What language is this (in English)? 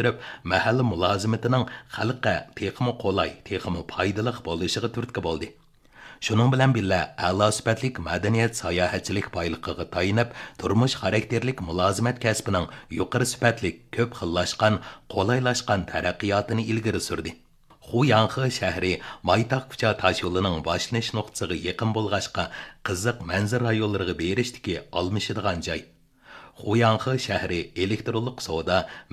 Uyghur